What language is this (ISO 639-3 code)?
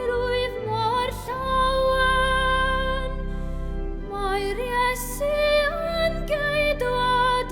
cym